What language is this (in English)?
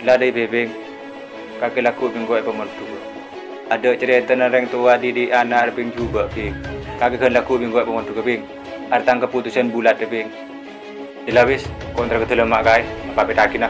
Madurese